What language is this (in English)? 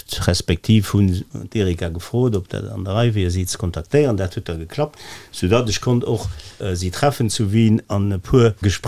Luxembourgish